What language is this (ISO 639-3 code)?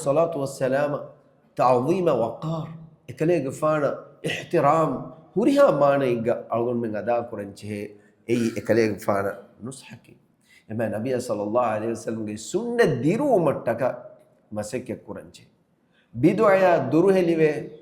div